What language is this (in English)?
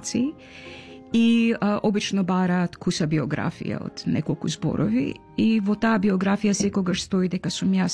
Macedonian